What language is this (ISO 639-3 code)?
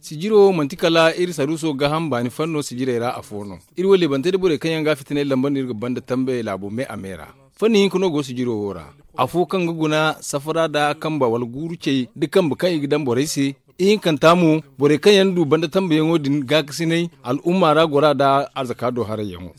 dje